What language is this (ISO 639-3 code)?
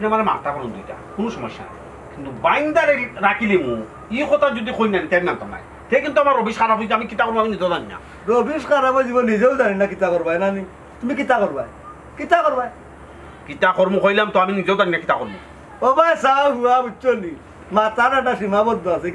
syl